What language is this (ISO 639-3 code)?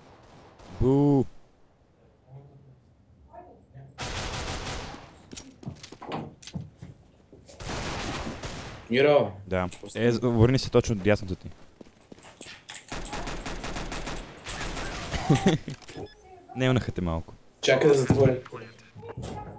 bul